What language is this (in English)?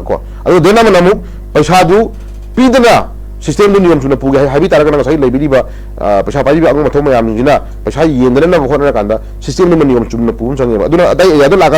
Manipuri